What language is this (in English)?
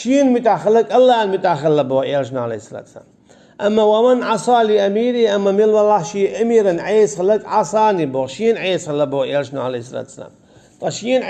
Chechen